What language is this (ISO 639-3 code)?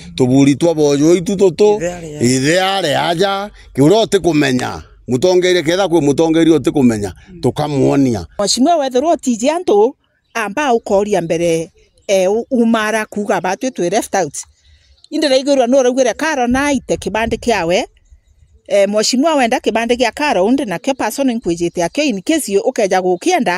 mer